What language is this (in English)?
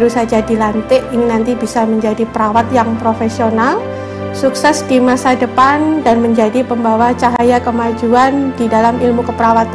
Indonesian